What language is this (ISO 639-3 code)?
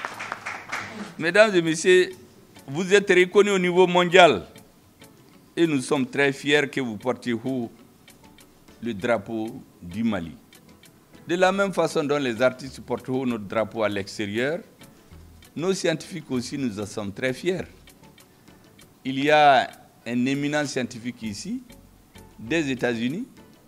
fra